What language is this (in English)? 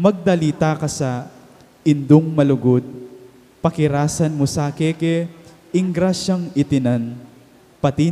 Pampanga